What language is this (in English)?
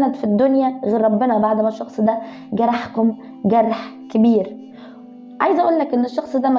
Egyptian Arabic